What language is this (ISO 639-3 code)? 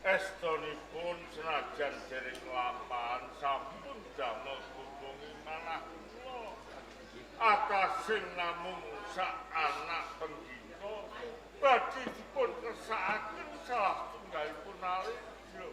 jav